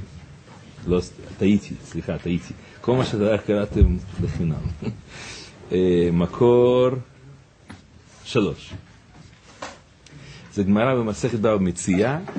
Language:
Hebrew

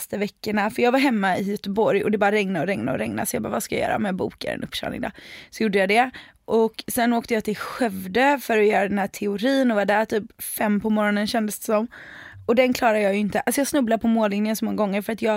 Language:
Swedish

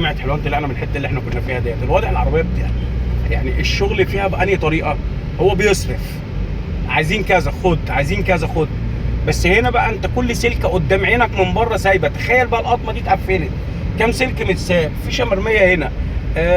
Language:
Egyptian Arabic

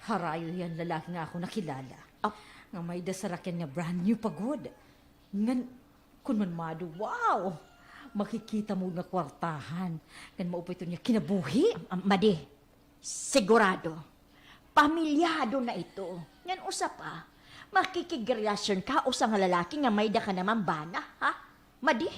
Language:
Waray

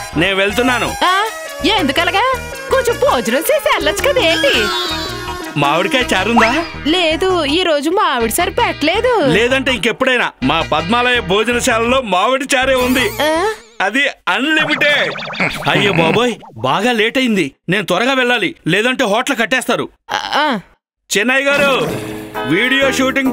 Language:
Telugu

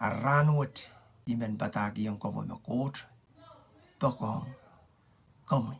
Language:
Pohnpeian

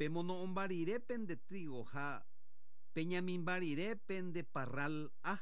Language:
Guarani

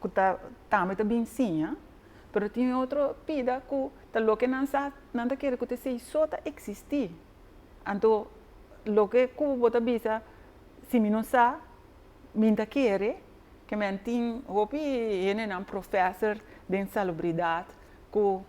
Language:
Papiamento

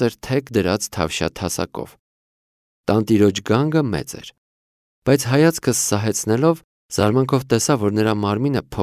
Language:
Armenian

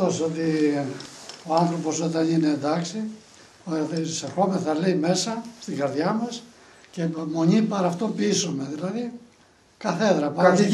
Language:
Greek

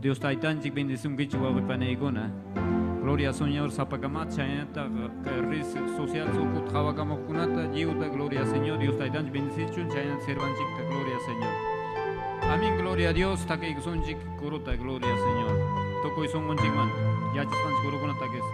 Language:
Ayacucho Quechua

